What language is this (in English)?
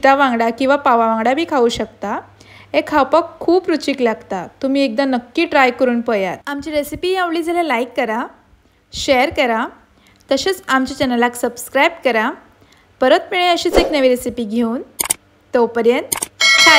Konkani